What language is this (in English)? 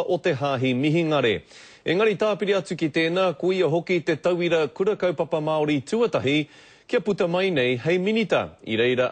Māori